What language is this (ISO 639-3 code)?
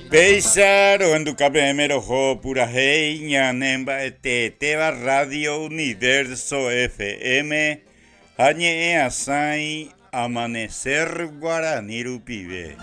grn